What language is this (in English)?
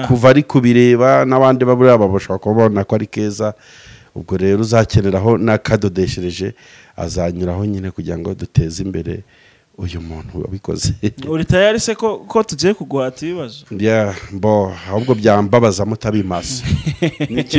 Kinyarwanda